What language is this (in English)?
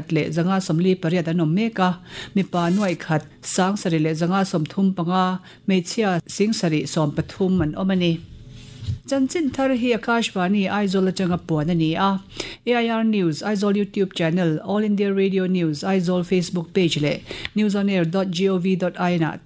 Mizo